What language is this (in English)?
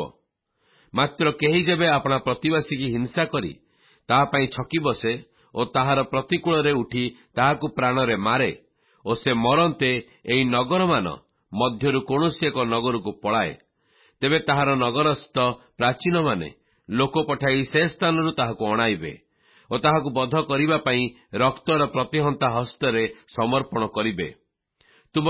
Odia